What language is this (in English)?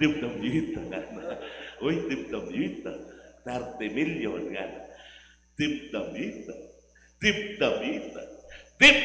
Pampanga